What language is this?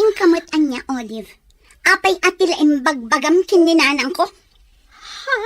Iloko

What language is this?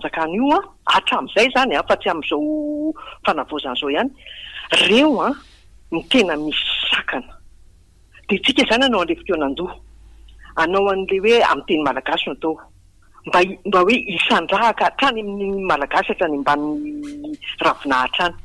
Malagasy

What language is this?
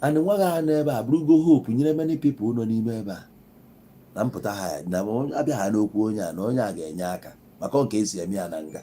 Igbo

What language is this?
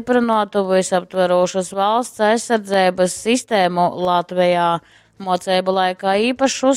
Latgalian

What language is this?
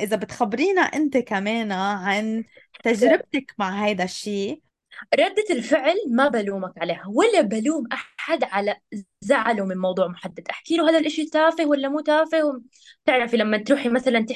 North Levantine Arabic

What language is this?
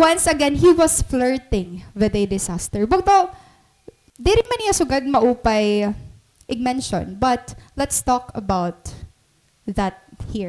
Waray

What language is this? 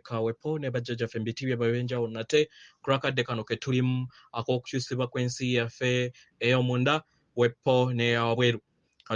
Ganda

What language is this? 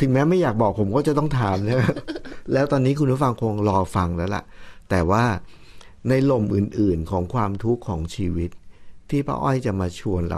Thai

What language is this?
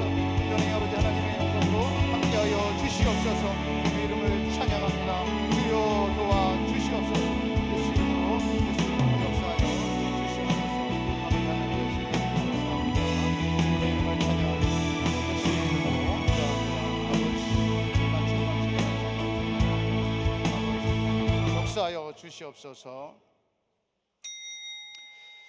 Korean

